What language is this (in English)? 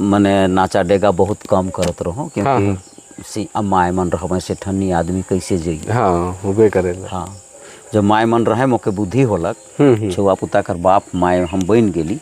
Sadri